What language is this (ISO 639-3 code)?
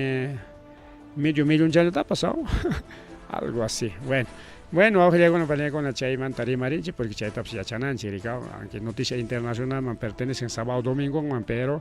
quy